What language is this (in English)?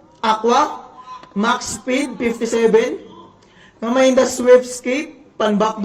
Waray